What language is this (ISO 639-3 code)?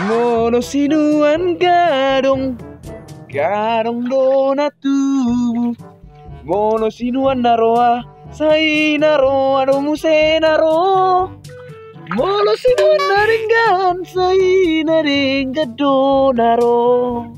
bbc